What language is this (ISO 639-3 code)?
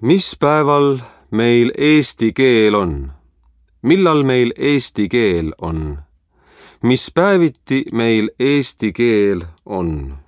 est